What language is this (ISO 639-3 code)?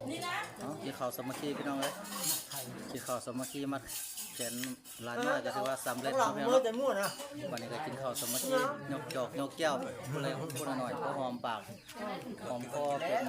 lao